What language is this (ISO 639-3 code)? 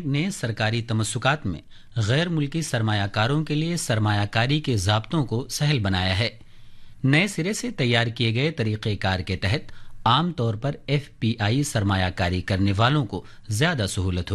urd